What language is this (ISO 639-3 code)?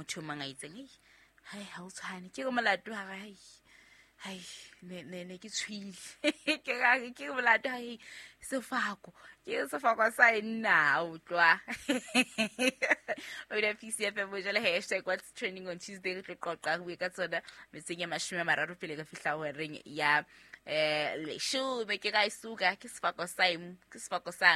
sot